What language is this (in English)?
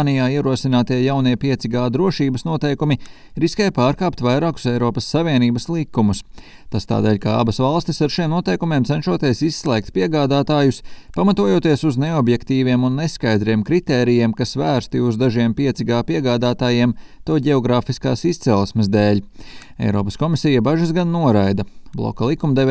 Latvian